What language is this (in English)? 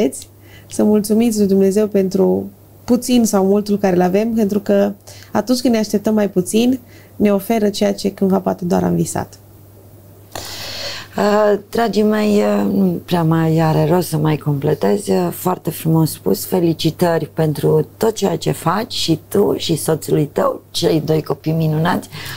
Romanian